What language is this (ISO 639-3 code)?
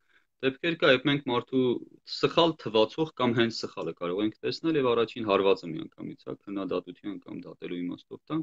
hye